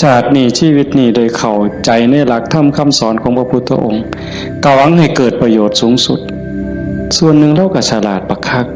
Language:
Northeastern Thai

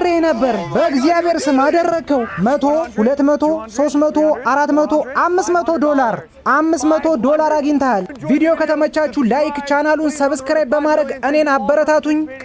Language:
Amharic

